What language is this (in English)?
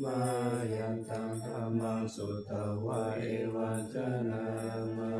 Pali